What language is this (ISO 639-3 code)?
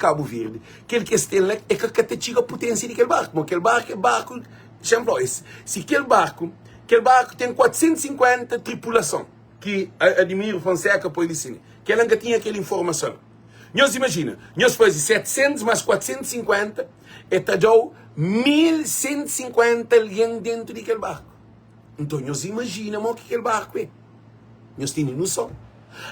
kea